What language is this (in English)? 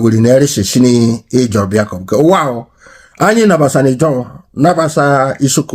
Igbo